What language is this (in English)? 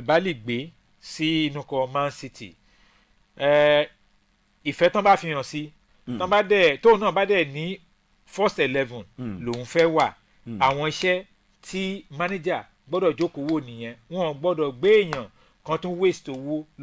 Yoruba